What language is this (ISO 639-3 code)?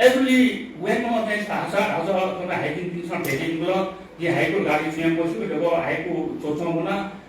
new